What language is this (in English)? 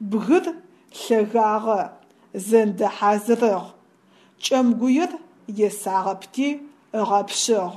Adyghe